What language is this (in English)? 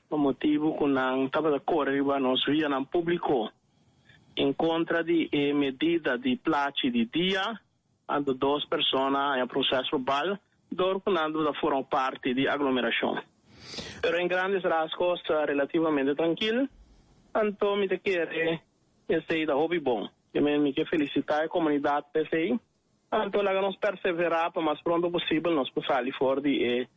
Papiamento